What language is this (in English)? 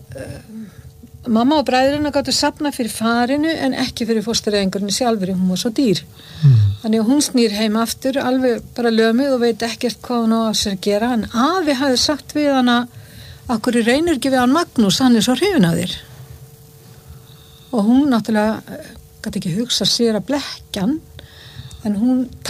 Icelandic